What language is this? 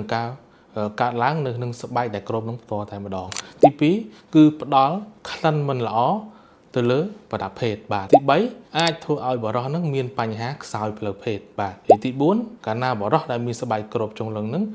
Khmer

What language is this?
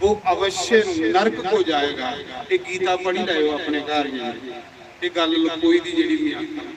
Dogri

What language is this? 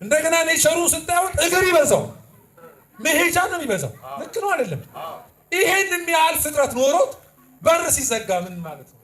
Amharic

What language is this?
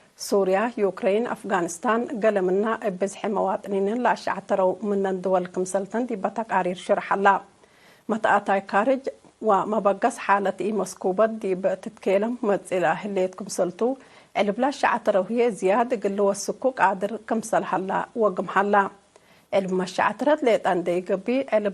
Tigre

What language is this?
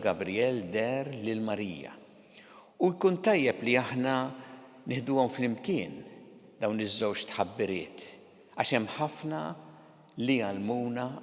Maltese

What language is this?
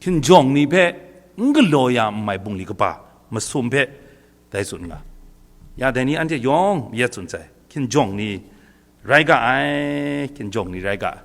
Kachin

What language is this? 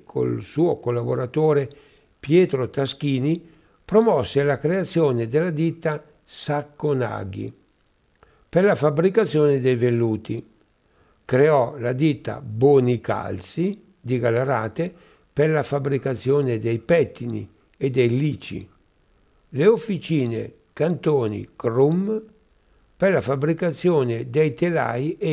Italian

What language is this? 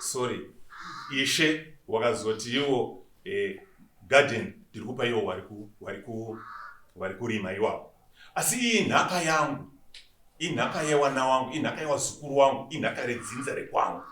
Shona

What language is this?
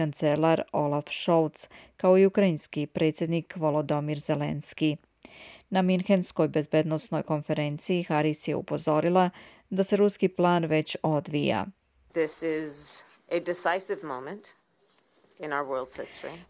Croatian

